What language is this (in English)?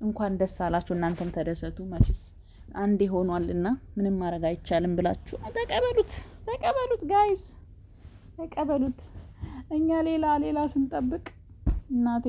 Amharic